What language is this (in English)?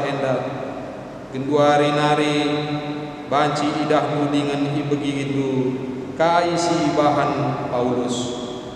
Batak Karo